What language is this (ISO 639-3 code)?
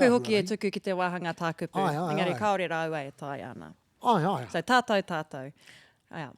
mri